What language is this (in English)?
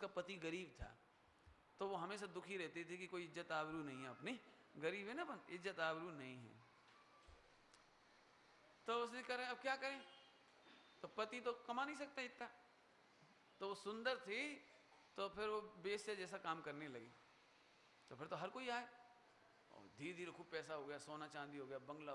Hindi